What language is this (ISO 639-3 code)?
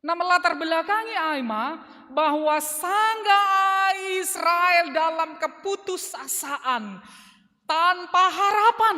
bts